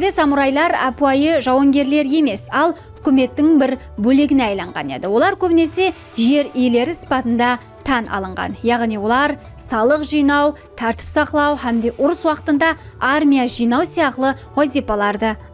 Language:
Kara-Kalpak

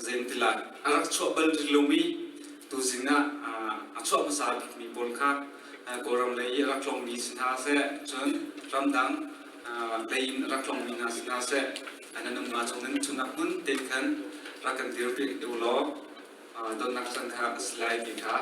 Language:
Hakha Chin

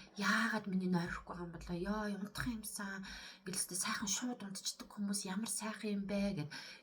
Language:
Mongolian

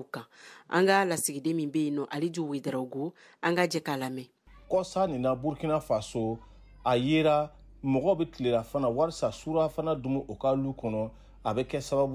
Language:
Bambara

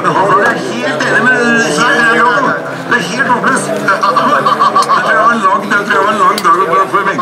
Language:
Norwegian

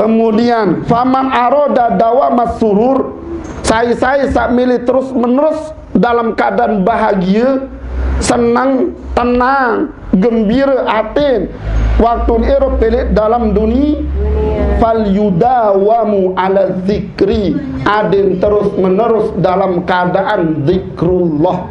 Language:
Sasak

